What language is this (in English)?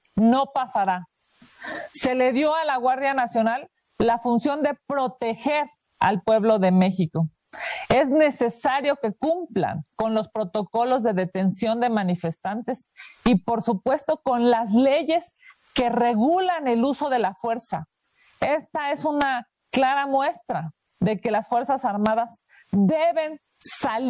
Spanish